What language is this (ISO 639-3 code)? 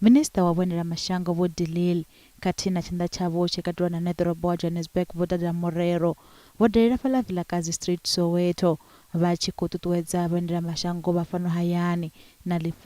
ven